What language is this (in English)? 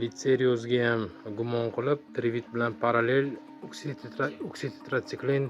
Uzbek